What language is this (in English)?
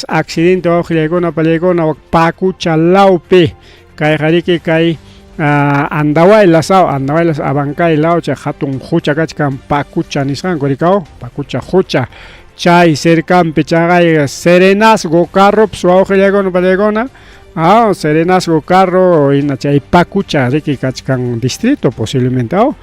Ayacucho Quechua